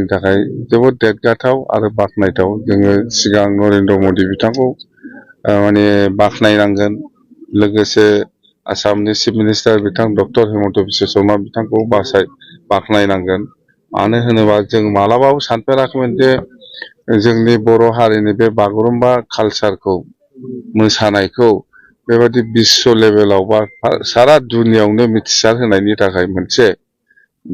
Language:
Bodo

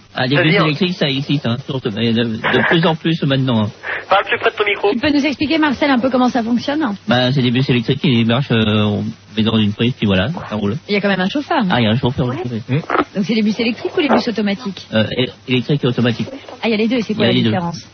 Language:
French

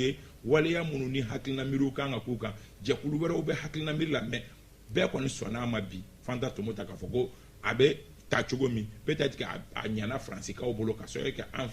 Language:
Bambara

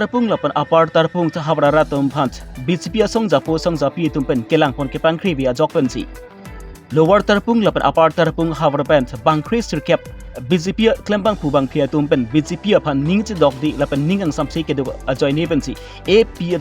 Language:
Karbi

